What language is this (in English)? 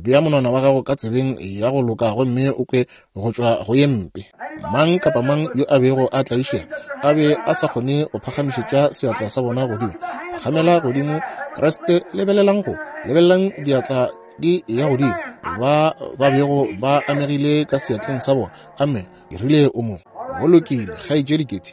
Northern Sotho